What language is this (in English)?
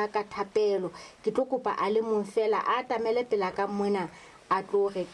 Southern Sotho